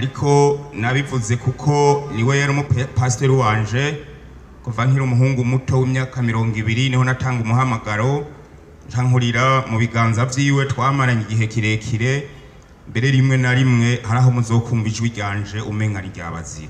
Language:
Rundi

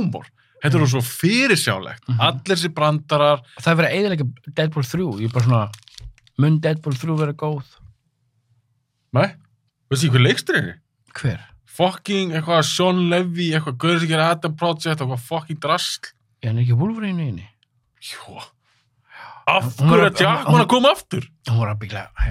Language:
Icelandic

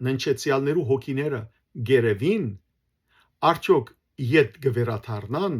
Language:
Western Armenian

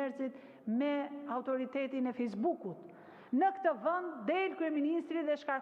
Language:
Albanian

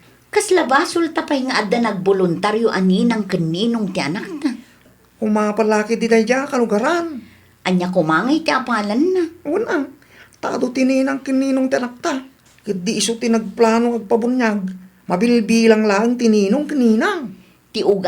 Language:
Iloko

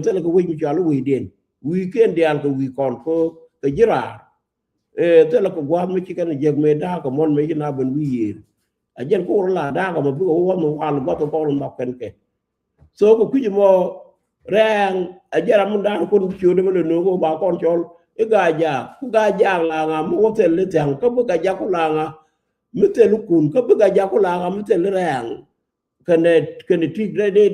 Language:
Nuer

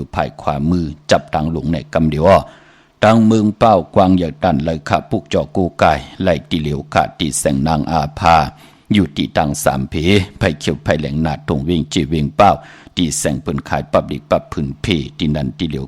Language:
Shan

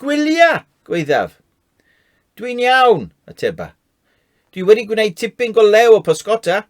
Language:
Welsh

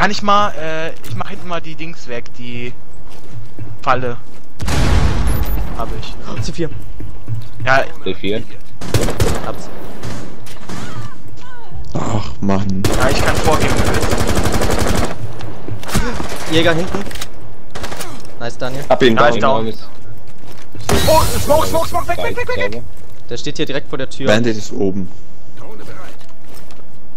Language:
German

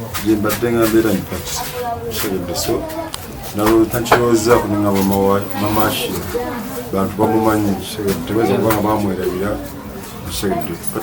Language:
Ganda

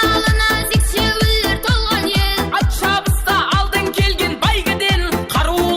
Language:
Kara-Kalpak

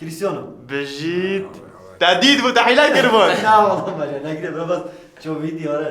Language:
Kurdish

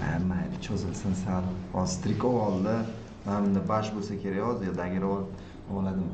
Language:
Uzbek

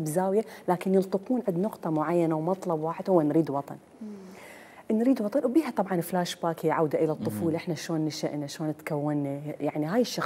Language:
Mesopotamian Arabic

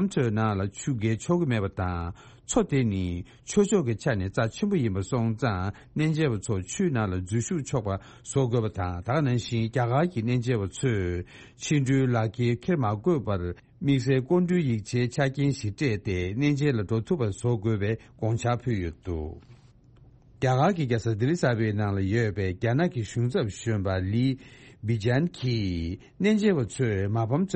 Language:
Tibetan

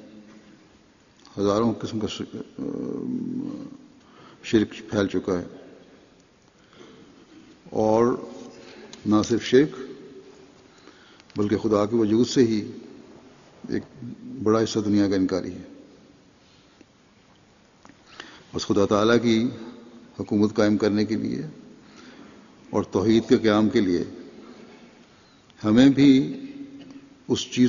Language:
Urdu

